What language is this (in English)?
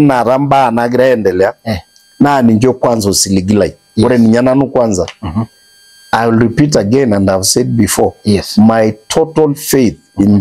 Masai